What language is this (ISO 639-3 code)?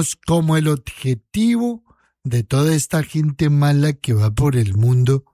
spa